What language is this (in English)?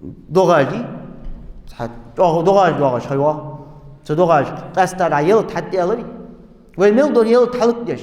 Ingush